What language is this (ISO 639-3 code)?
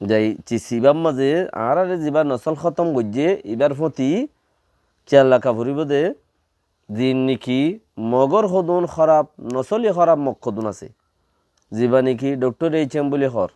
rhg